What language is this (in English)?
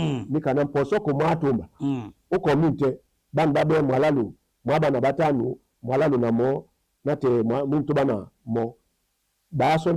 Duala